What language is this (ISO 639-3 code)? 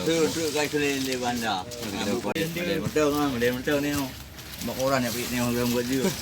ace